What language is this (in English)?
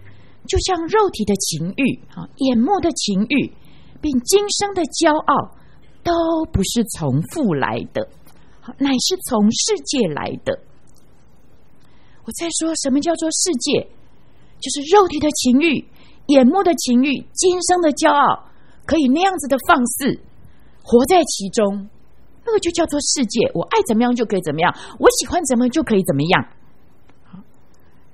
Chinese